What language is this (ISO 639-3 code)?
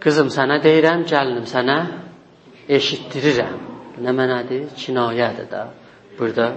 azb